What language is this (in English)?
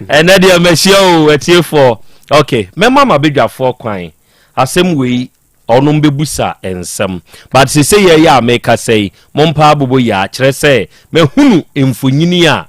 Akan